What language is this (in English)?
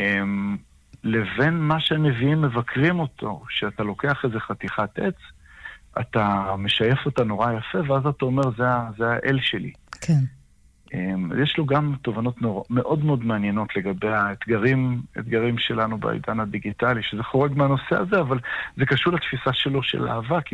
Hebrew